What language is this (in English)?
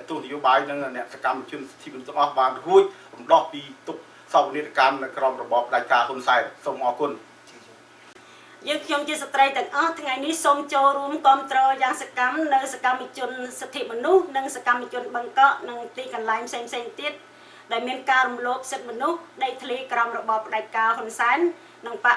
Khmer